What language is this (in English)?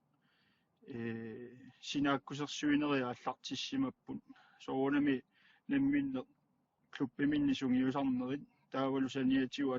Kalaallisut